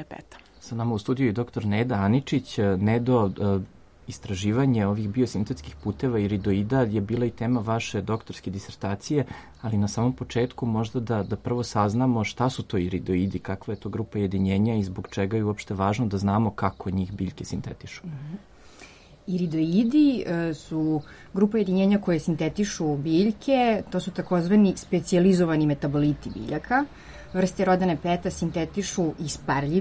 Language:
Serbian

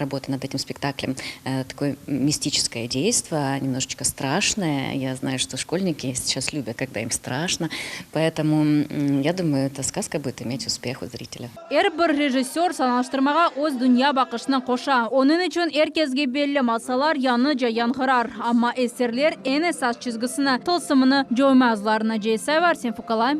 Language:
Crimean Tatar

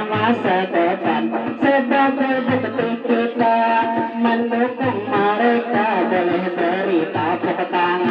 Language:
Banjar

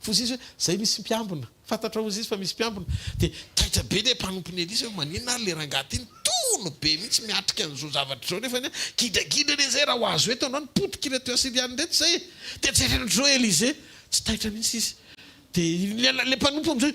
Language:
Malagasy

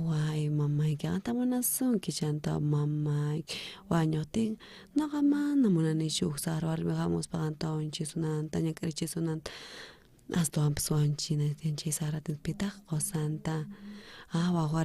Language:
South Bolivian Quechua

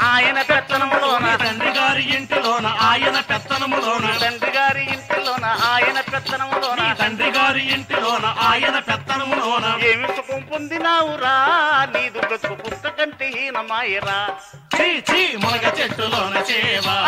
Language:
Telugu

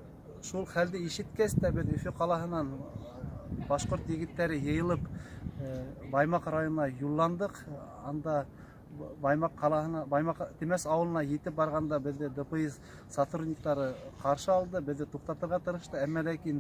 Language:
Bashkir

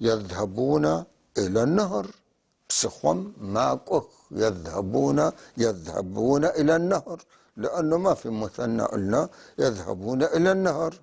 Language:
North Levantine Arabic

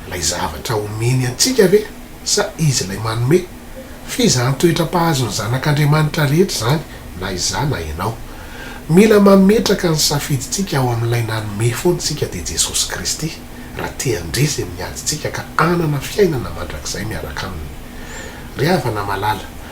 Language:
Malagasy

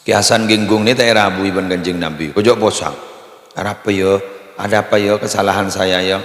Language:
Madurese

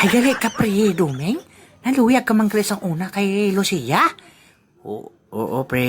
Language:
Hiligaynon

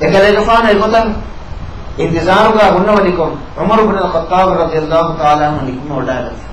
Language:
Divehi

